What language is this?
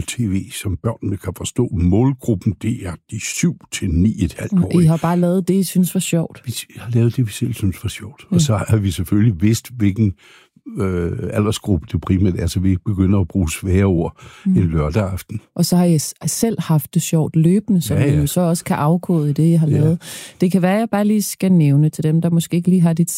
Danish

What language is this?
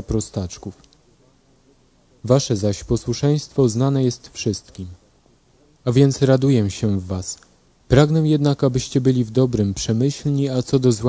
Polish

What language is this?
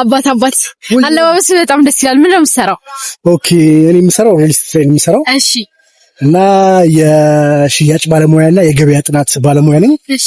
Amharic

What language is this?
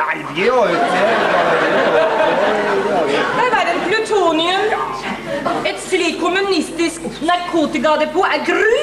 Norwegian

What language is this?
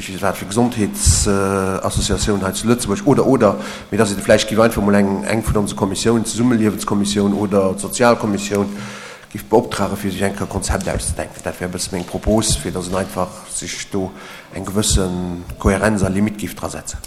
Luxembourgish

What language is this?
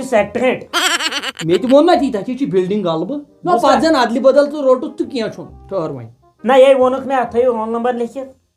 Kashmiri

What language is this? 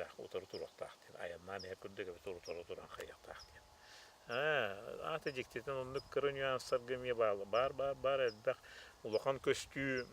Yakut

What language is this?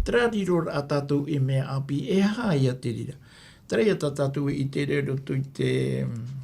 Tahitian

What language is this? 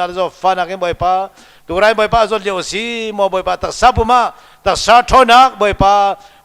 Hakha Chin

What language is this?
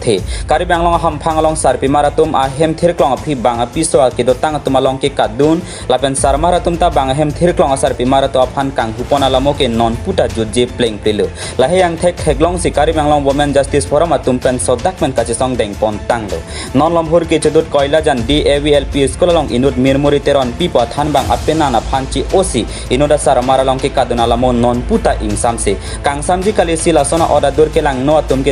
Karbi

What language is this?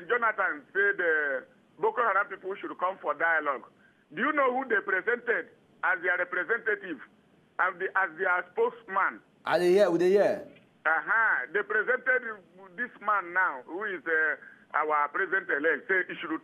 Nigerian Pidgin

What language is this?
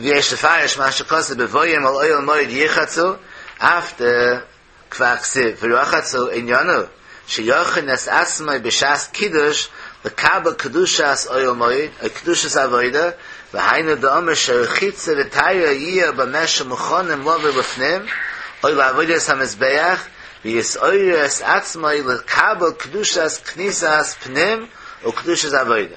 Yiddish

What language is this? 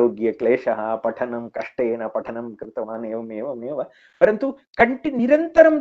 Sanskrit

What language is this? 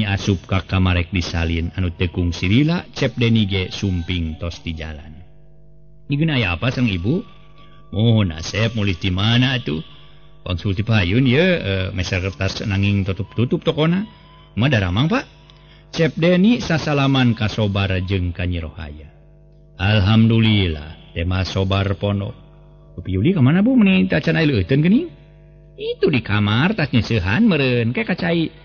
Sundanese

